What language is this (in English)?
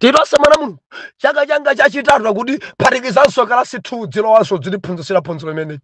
Nyanja